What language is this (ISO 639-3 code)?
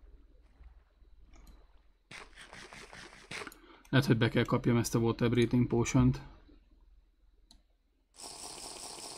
hun